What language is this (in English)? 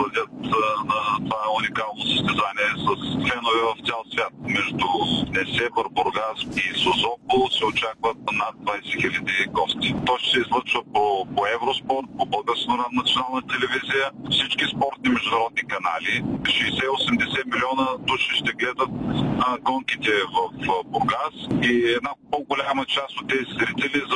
Bulgarian